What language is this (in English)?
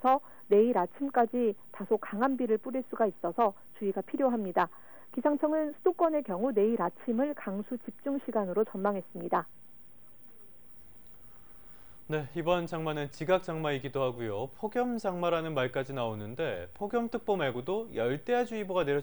Korean